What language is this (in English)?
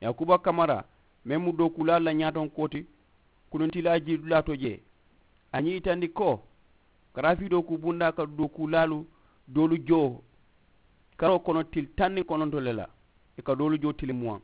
Mandingo